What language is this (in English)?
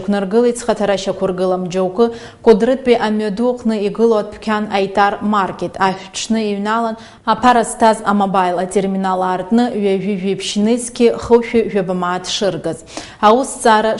Abkhazian